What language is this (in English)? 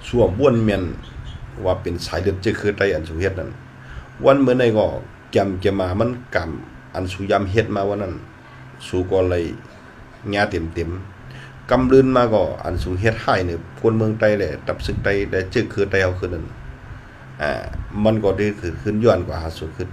Shan